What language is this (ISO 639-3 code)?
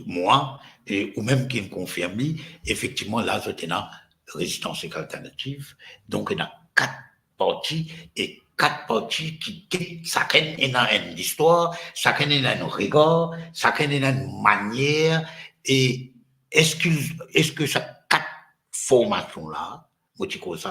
mfe